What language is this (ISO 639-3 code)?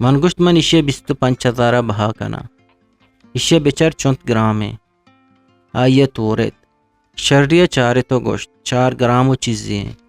bgp